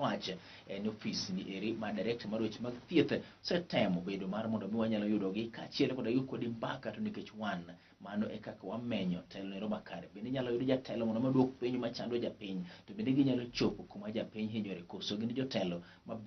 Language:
Luo (Kenya and Tanzania)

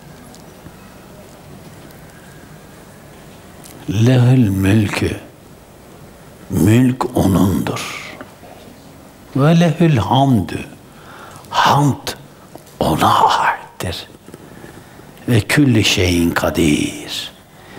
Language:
Turkish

